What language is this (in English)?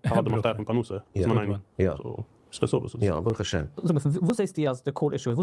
Yiddish